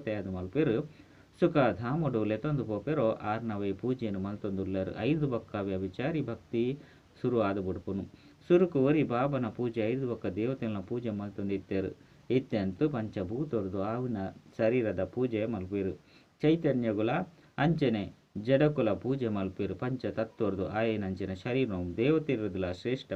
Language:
Tulu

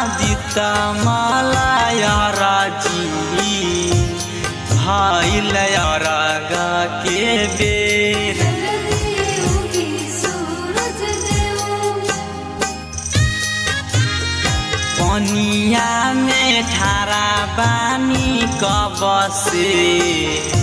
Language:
Bhojpuri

